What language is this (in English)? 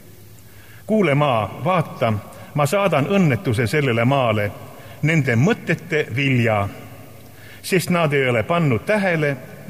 Estonian